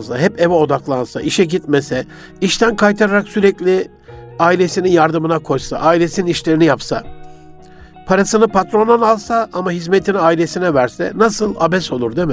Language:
Turkish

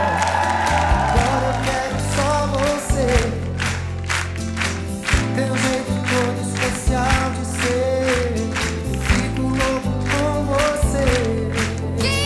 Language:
Portuguese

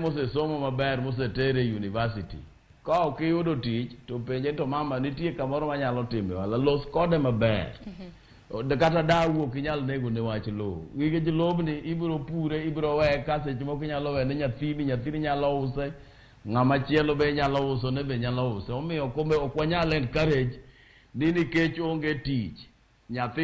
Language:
Luo (Kenya and Tanzania)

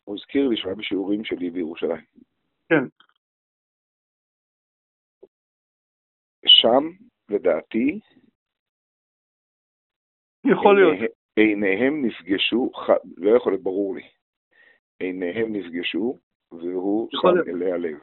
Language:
Hebrew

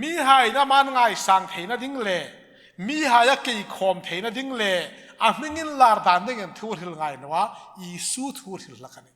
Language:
Hmar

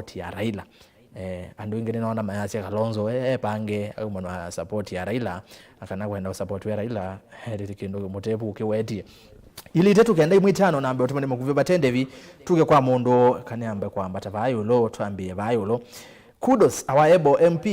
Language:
Kamba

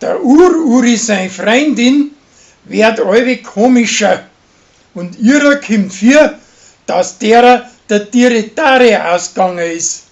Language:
Bavarian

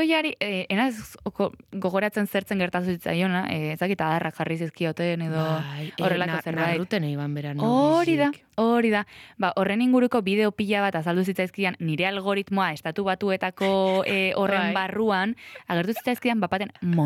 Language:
Basque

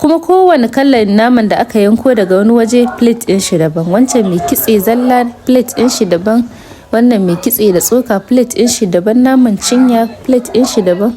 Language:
Hausa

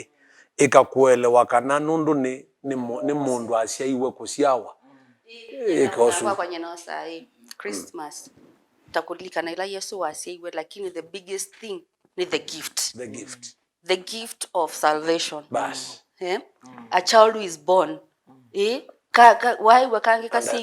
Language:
Kamba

